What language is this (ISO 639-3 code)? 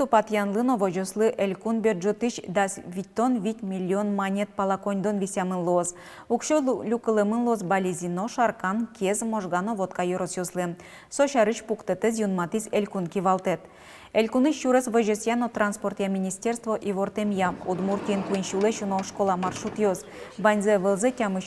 udm